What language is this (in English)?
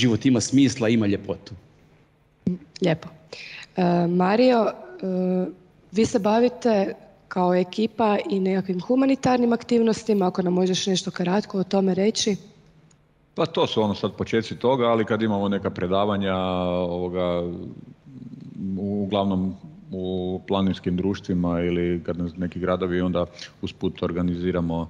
Croatian